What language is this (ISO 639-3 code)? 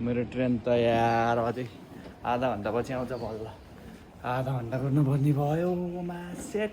nep